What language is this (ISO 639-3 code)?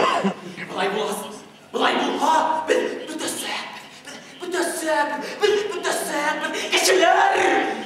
bak